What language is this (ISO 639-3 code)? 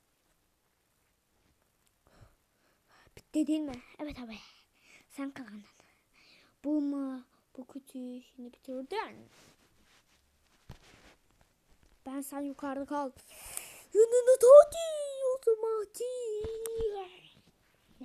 tur